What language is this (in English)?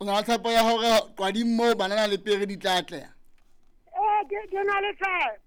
Southern Sotho